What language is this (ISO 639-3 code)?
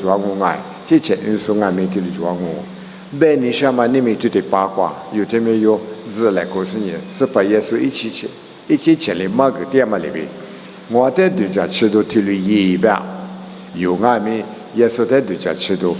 lis